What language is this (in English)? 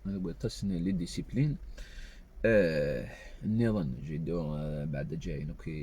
Kabyle